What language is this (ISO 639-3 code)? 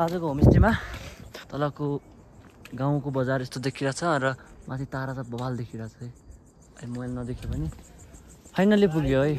nep